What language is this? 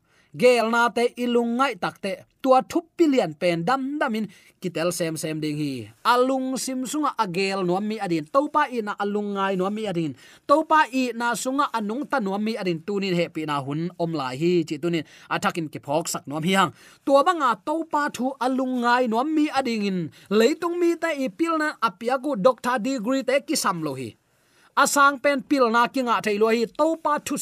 Tedim Chin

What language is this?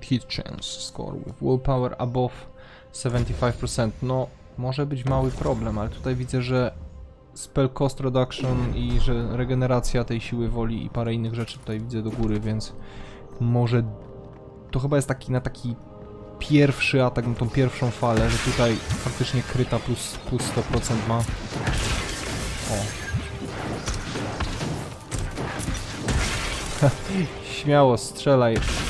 Polish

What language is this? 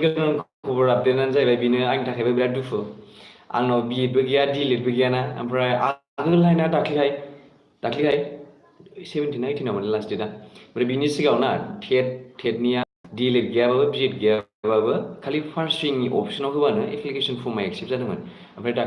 Bodo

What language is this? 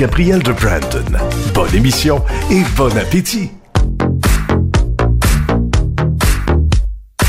French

